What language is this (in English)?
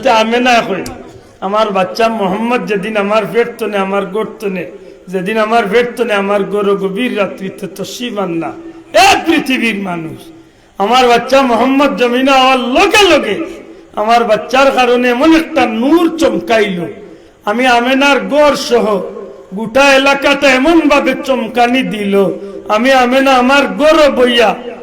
Sylheti